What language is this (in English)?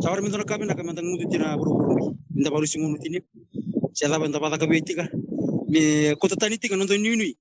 Fijian